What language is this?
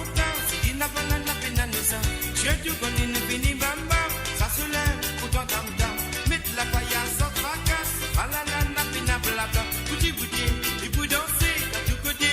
Morisyen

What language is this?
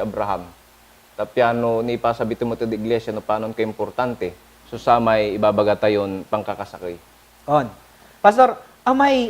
Pangasinan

